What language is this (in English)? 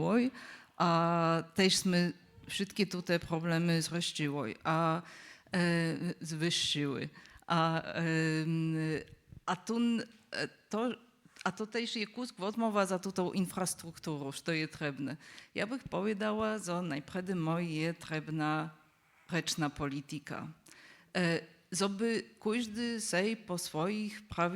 Upper Sorbian